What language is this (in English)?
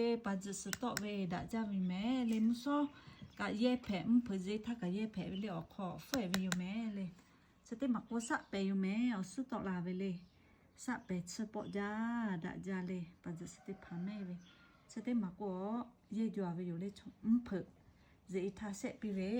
Lahu